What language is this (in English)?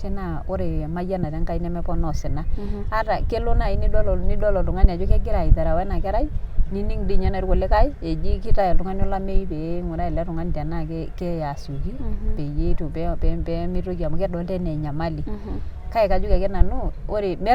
Masai